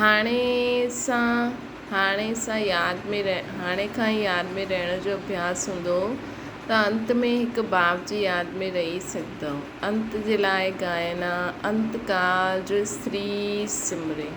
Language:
Sindhi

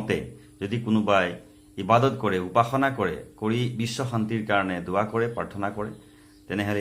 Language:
Assamese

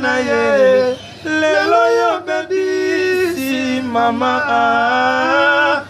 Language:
Lingala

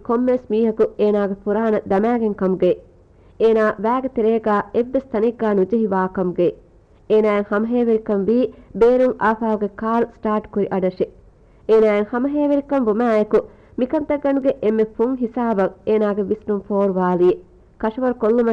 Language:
Divehi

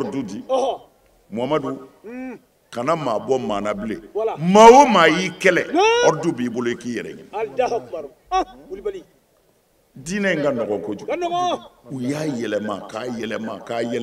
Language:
Bambara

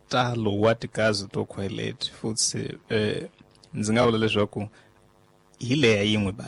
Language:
Tsonga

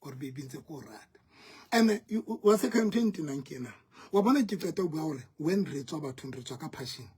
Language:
Southern Sotho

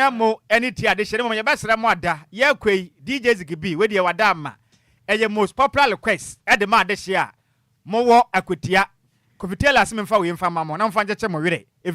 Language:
Akan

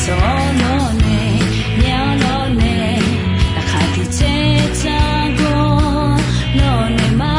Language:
Akha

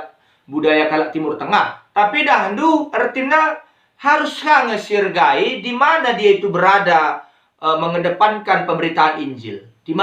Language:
Batak Karo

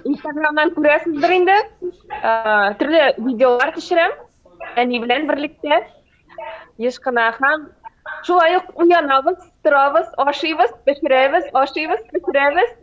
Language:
Tatar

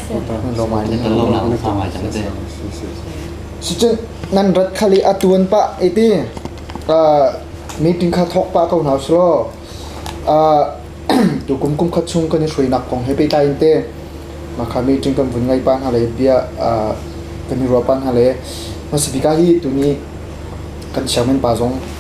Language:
Hakha Chin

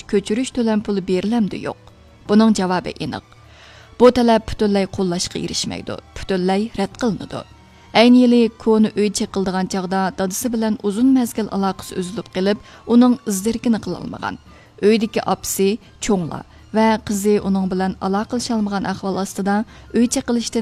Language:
Uyghur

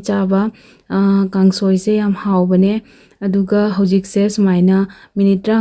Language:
Manipuri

